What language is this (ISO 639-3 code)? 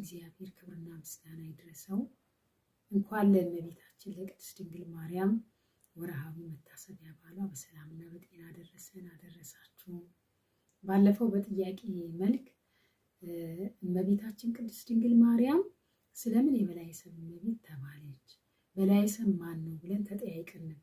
amh